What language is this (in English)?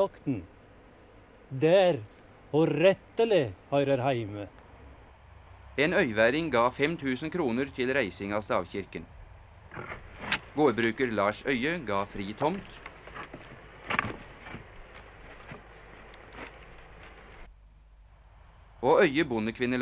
Norwegian